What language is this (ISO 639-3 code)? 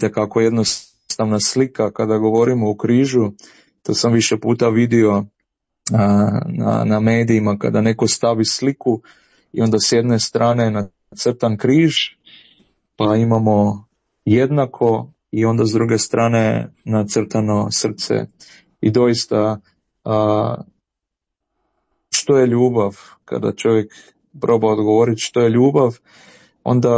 hrv